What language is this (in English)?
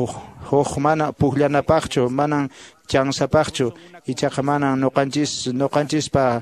Quechua